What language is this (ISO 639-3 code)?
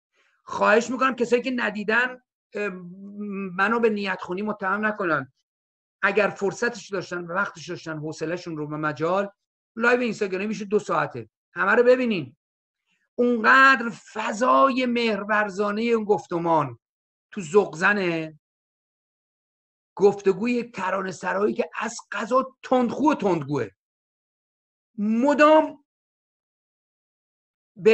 fas